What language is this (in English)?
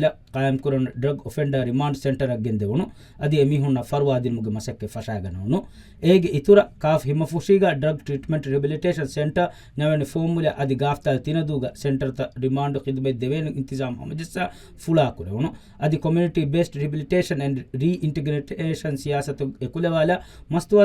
Divehi